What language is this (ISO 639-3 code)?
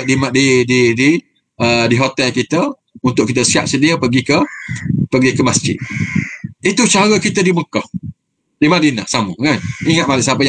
msa